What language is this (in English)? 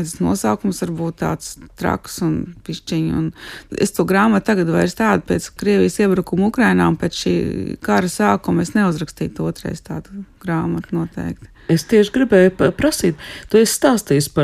Latvian